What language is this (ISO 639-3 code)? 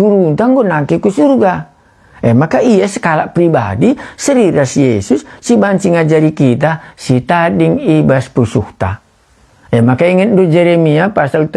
btx